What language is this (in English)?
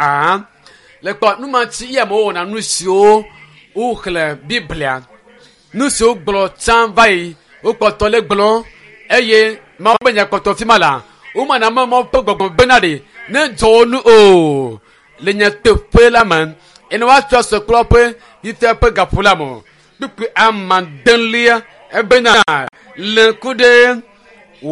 Ewe